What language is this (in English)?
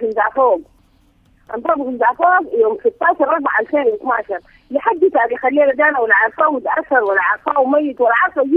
Sudanese Arabic